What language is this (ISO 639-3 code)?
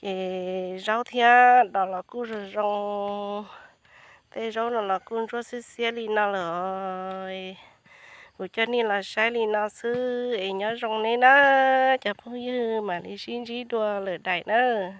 hmn